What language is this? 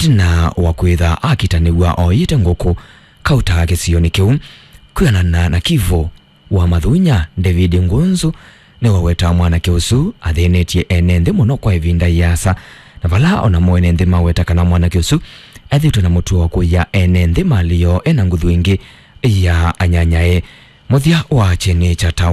Kamba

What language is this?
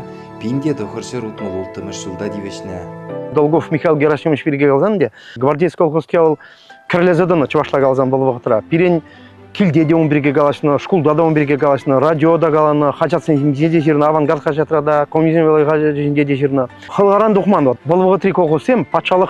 Chuvash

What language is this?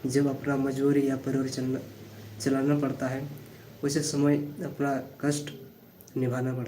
Santali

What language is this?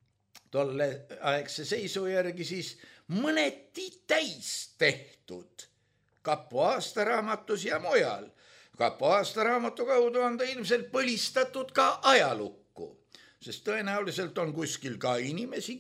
Estonian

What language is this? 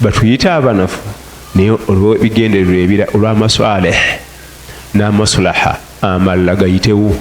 Ganda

